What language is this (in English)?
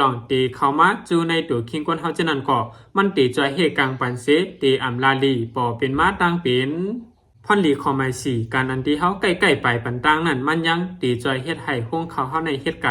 Shan